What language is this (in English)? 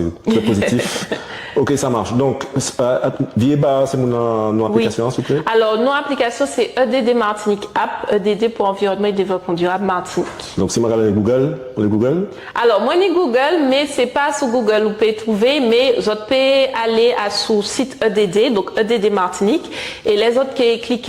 Guadeloupean Creole French